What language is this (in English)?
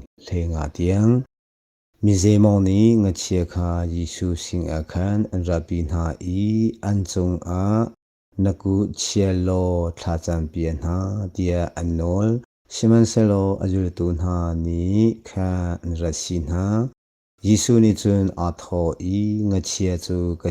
Hakha Chin